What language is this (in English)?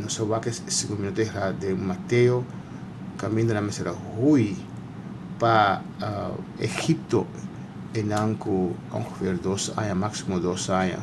Papiamento